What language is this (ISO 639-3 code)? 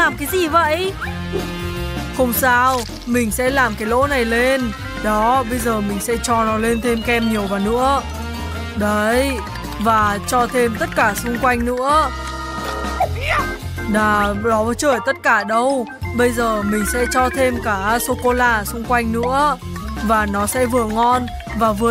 vie